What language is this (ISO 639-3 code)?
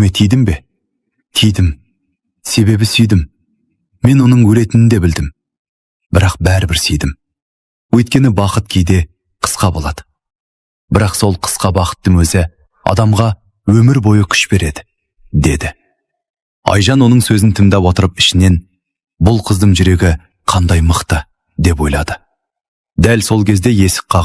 kaz